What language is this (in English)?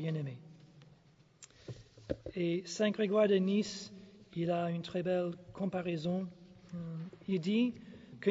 French